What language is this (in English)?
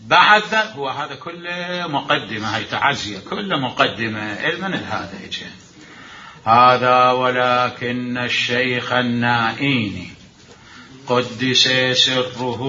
Mesopotamian Arabic